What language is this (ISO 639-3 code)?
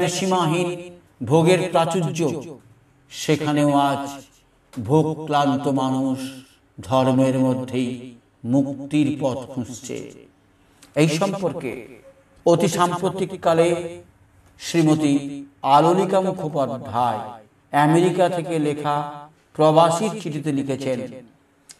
ben